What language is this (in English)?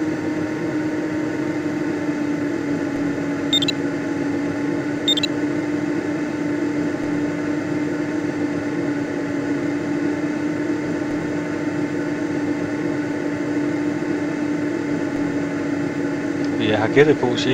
Danish